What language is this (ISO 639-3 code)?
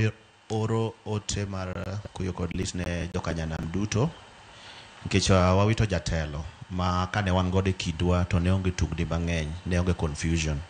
luo